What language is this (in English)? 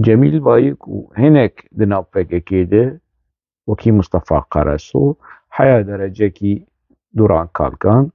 Kurdish